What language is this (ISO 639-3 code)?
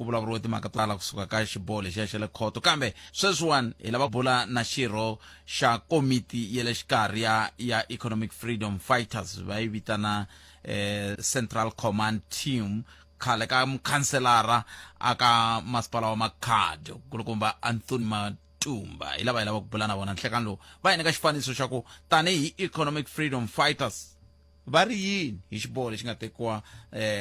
tso